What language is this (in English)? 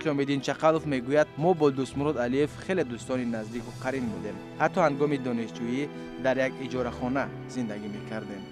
Tajik